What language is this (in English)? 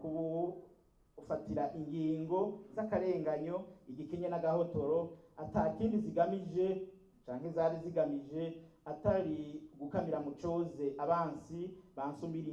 Rundi